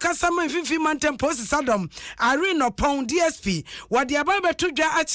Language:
Akan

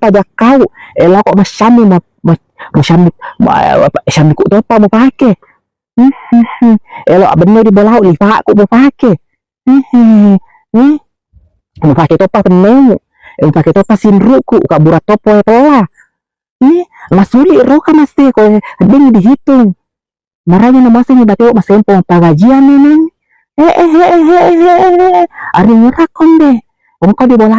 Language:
Buginese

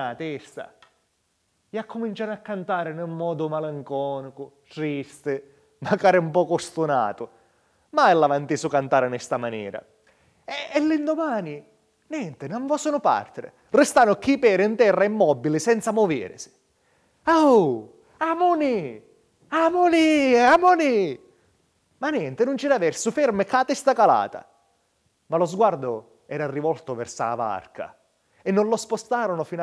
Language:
Sicilian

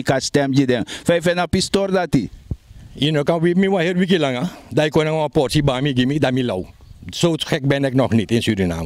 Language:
Sranan Tongo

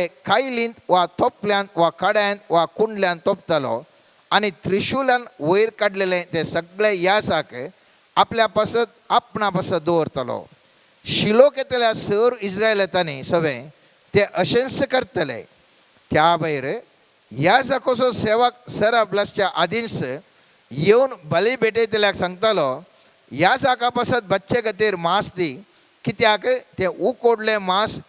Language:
Konkani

